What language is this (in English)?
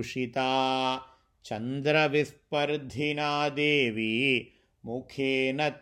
Sanskrit